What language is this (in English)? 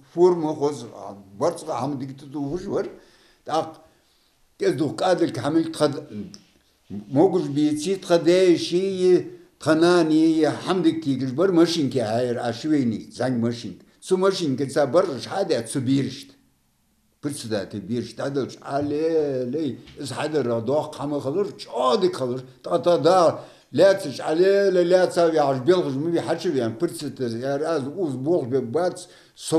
Ingush